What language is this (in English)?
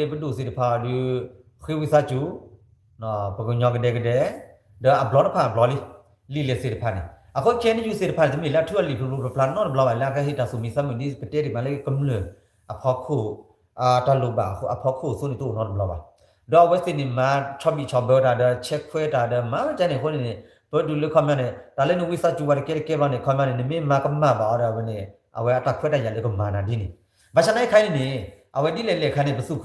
S'gaw Karen